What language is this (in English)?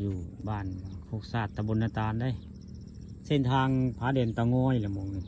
Northeastern Thai